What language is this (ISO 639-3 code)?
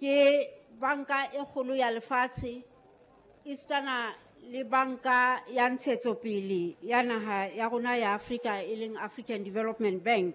sot